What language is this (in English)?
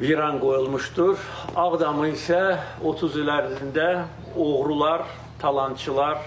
Azerbaijani